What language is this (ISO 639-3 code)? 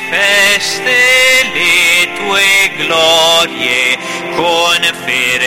ita